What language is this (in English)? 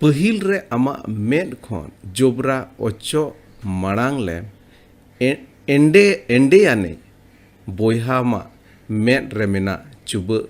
Santali